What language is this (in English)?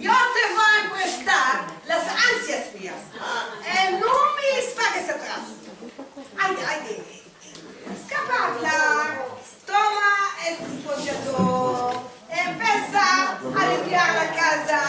Ladino